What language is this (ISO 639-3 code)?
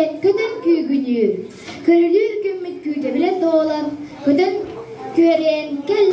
sah